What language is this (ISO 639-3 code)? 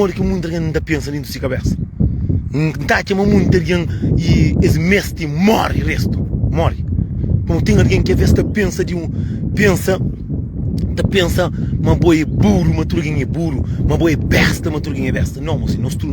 kea